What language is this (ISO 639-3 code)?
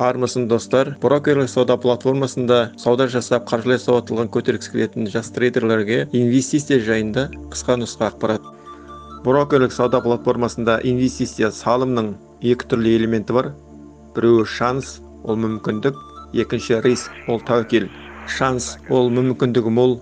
kaz